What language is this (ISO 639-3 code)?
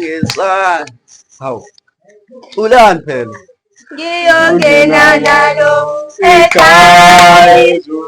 zul